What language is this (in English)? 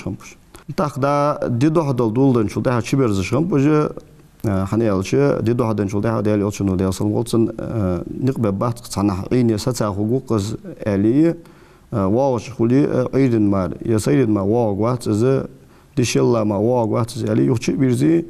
Ingush